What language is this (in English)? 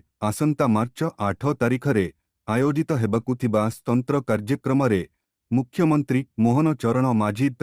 Odia